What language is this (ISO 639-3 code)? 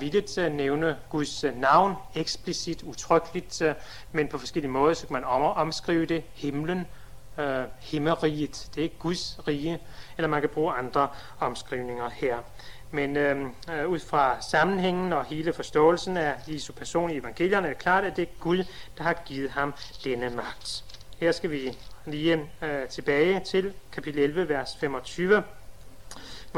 dan